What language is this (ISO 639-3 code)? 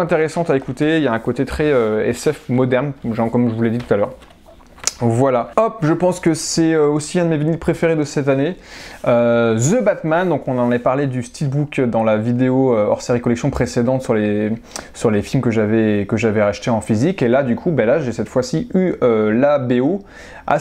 fra